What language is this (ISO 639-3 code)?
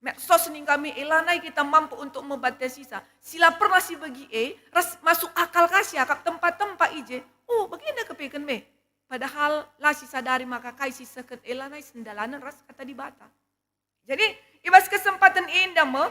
btx